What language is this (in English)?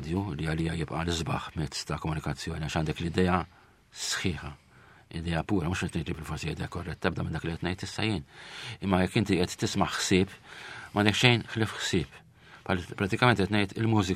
Maltese